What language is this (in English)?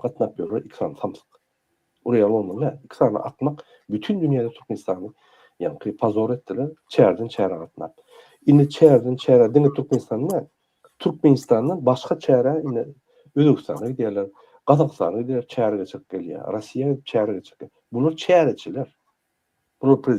Turkmen